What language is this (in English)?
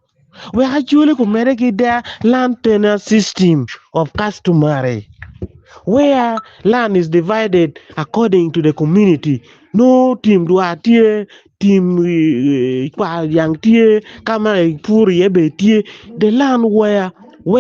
Acoli